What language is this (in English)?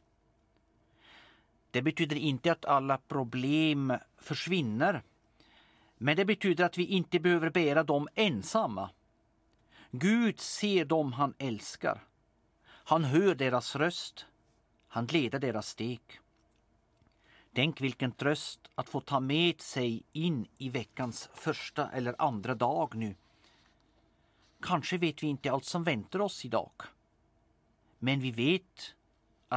Swedish